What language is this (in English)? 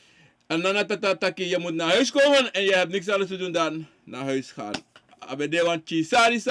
Sranan Tongo